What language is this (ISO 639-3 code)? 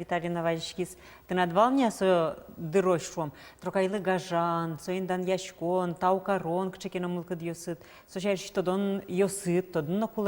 udm